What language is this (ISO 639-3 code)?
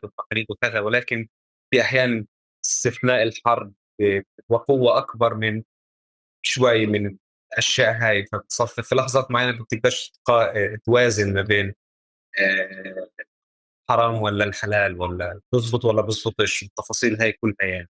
apc